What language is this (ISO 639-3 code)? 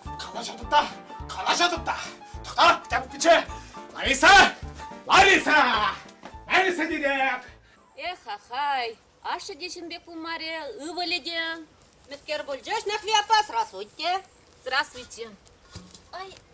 chv